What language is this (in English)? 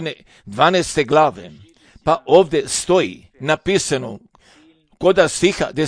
Serbian